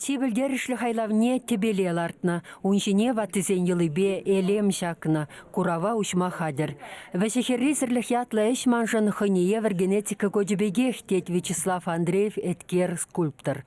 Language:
Chuvash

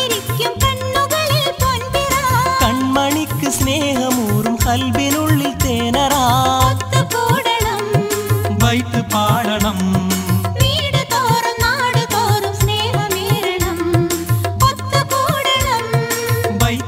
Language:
Malayalam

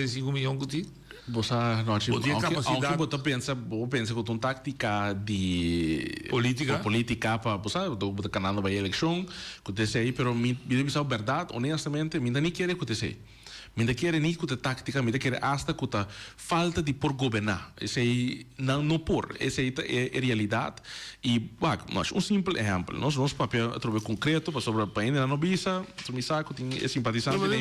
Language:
Papiamento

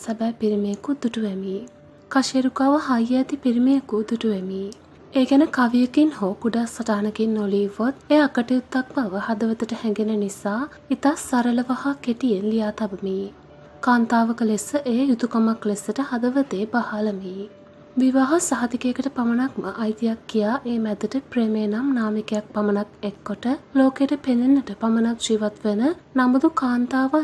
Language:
Sinhala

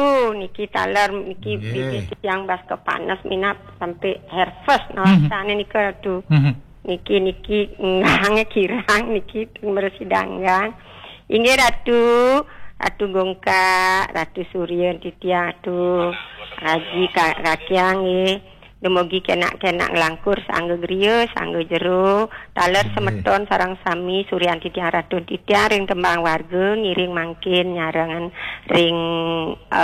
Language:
Balinese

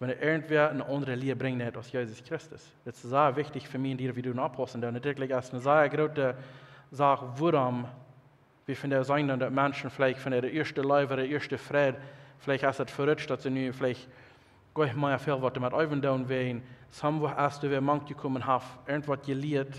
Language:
Plautdietsch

